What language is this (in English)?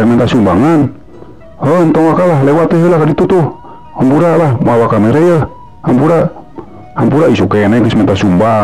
Sundanese